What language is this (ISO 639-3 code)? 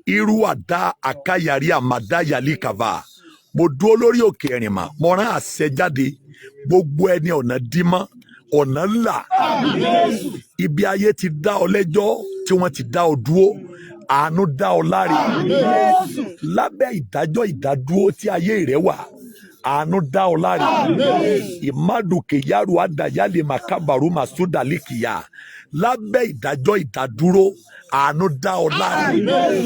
yor